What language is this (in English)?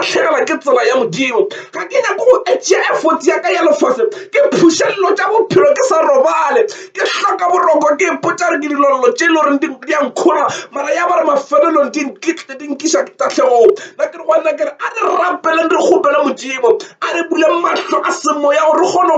Northern Sotho